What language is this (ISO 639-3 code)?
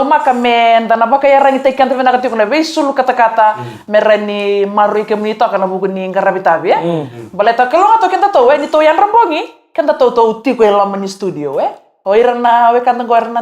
fij